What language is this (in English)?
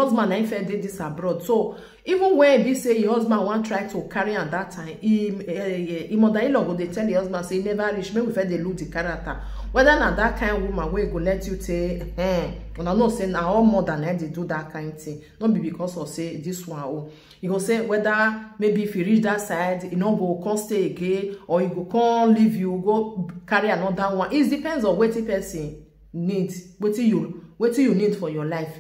Nigerian Pidgin